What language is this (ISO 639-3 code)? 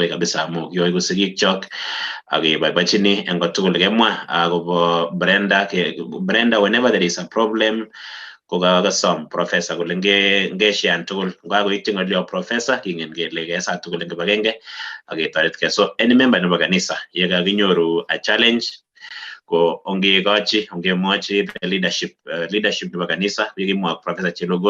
kln